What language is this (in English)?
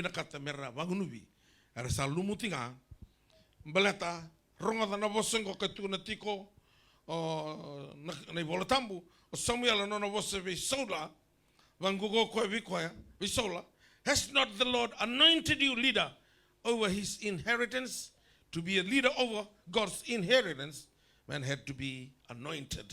Fijian